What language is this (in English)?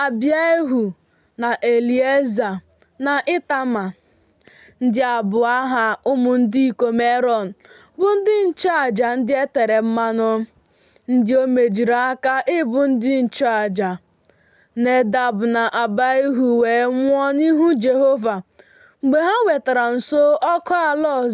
Igbo